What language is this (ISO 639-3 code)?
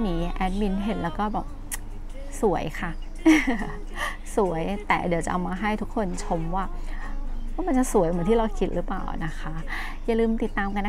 tha